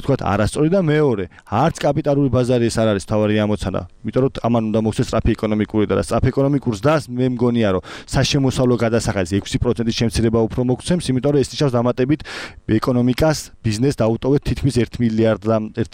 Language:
Georgian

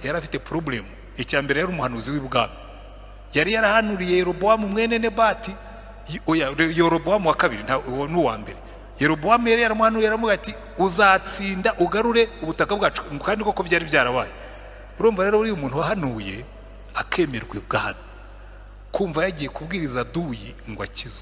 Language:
Kinyarwanda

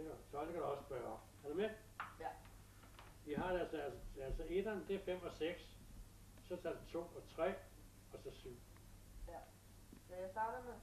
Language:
Danish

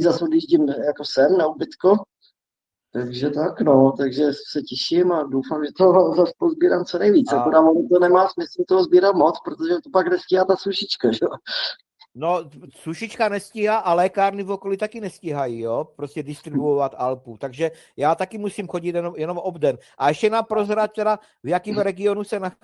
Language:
Czech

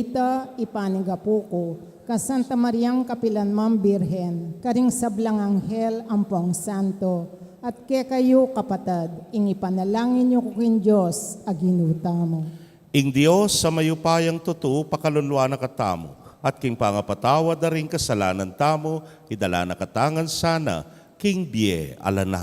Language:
Pampanga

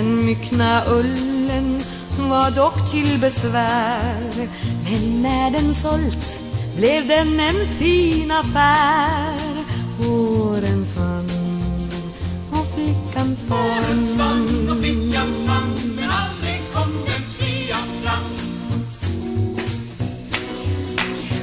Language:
Swedish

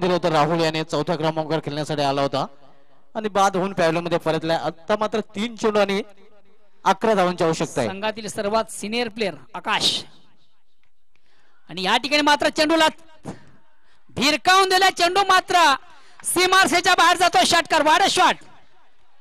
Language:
Marathi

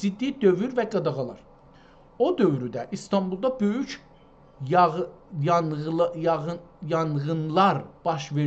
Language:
South Azerbaijani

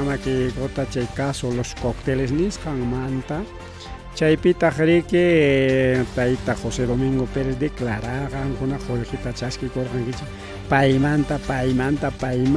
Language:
Ayacucho Quechua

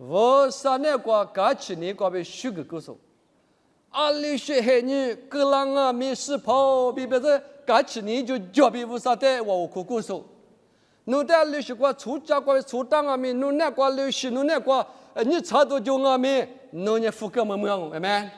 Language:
Lisu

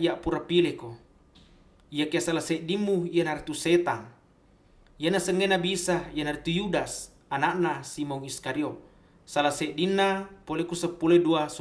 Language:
Buginese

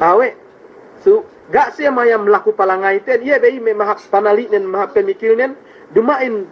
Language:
Yakan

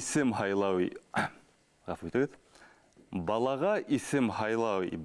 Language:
Bashkir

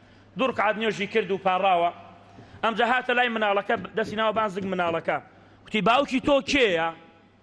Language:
Central Kurdish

